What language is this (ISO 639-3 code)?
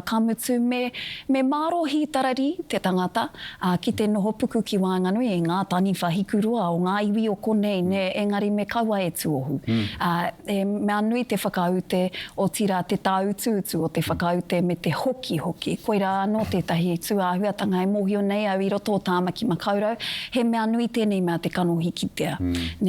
mri